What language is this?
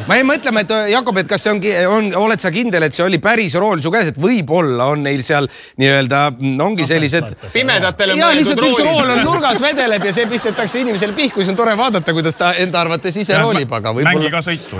Estonian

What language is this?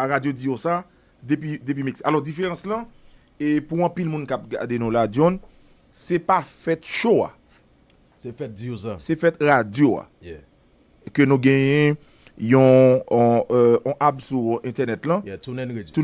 Haitian Creole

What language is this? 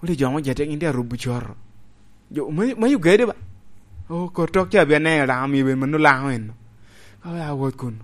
Lango (Uganda)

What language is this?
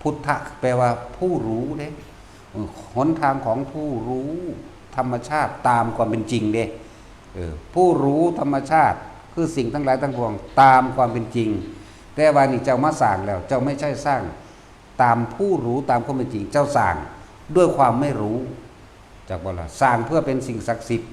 Northeastern Thai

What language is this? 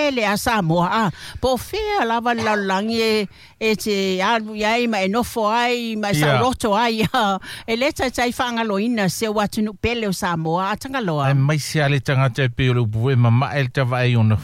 Samoan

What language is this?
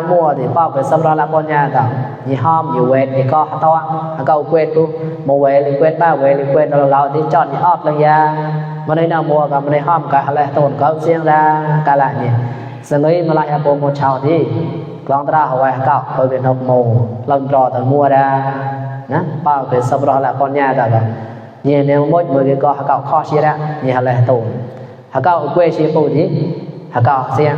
Mon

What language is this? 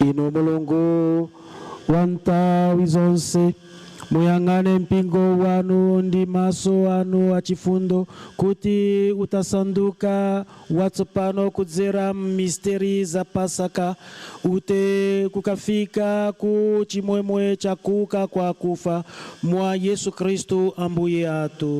Nyanja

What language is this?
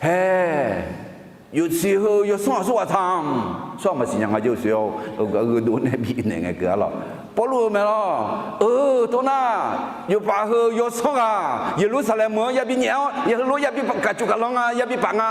Akha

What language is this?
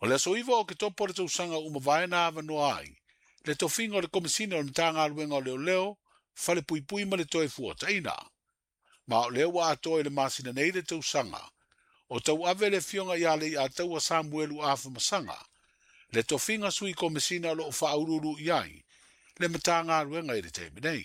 Samoan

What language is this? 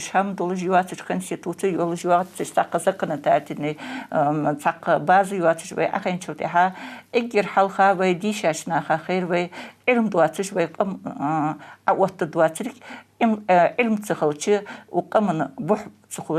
Ingush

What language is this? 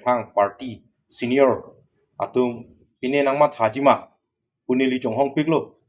Karbi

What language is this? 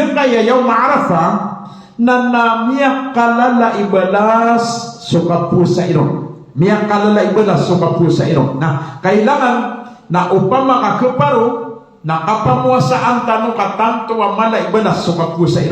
Maranao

